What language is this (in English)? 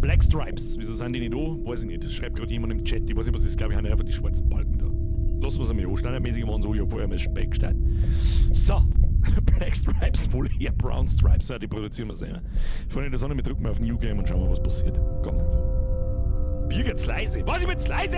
Bavarian